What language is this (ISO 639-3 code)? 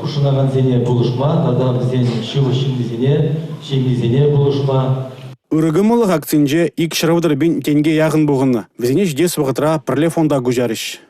chv